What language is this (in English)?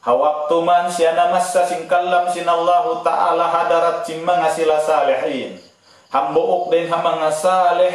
Tausug